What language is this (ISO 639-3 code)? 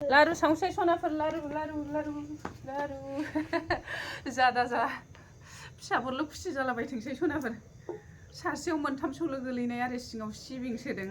brx